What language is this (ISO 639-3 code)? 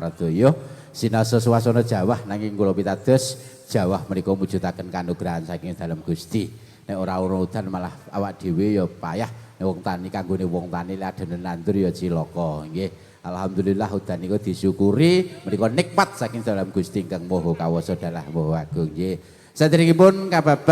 jav